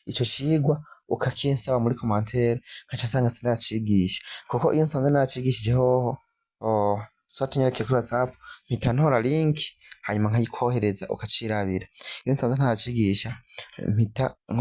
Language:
Rundi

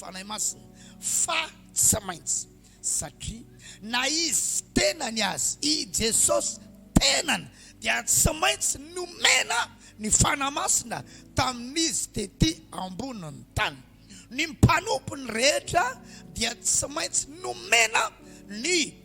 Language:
Malagasy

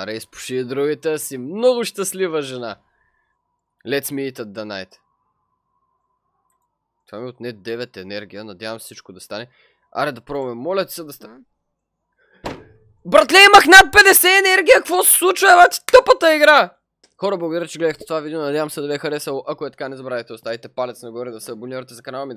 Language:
Bulgarian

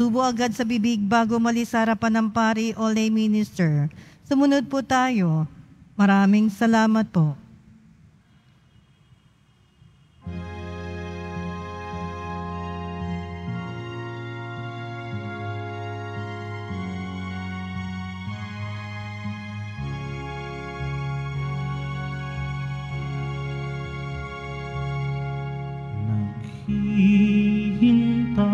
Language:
Filipino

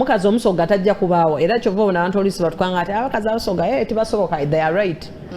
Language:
Soga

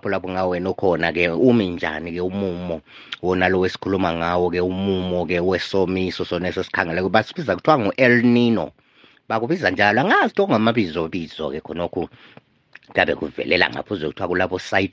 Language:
North Ndebele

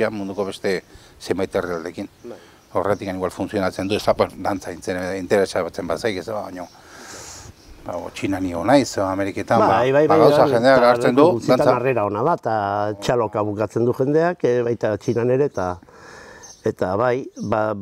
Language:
Basque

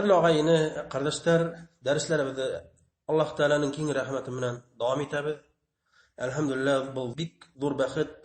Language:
Bashkir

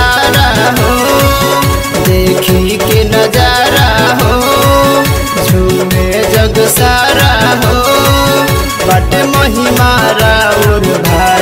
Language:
Bhojpuri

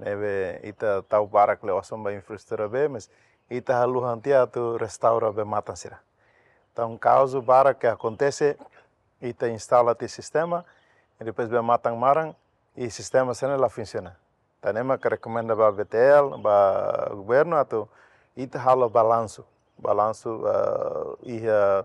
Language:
Tetum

